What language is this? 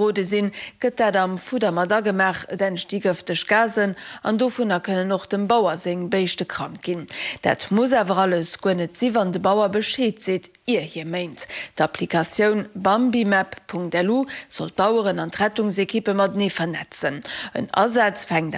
Luxembourgish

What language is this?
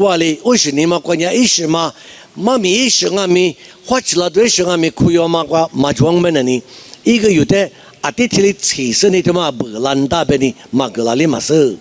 Lisu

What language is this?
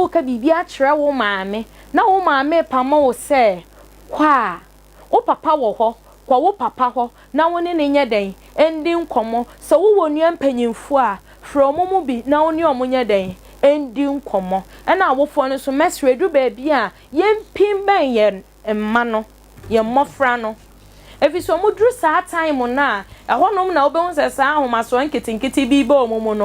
Akan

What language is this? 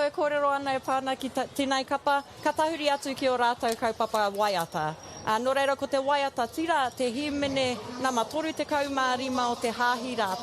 Māori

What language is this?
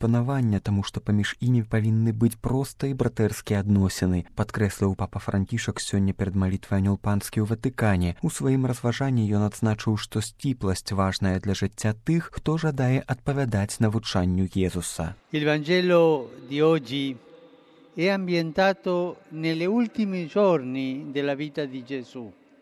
Belarusian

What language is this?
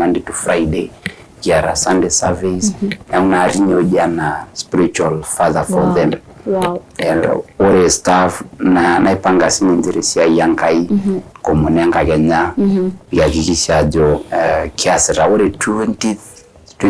Masai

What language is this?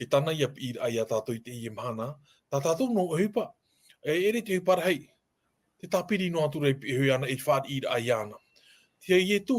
Tahitian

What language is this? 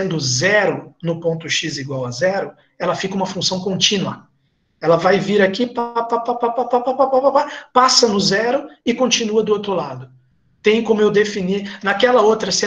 Portuguese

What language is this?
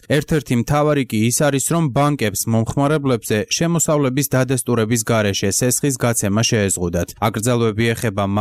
Georgian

